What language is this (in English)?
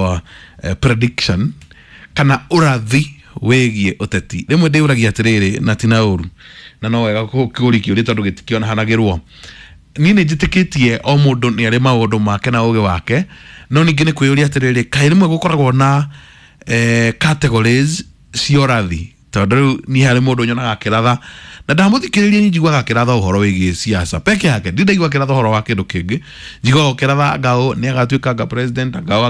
Kikuyu